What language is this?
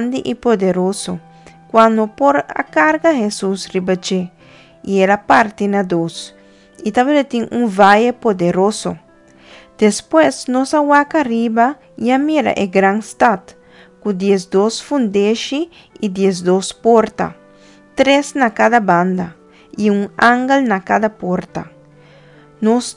Papiamento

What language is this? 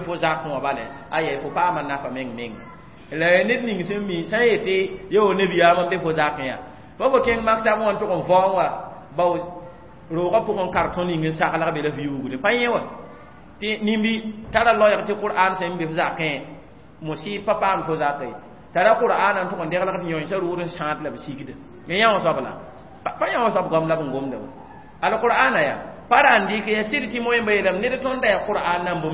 Mossi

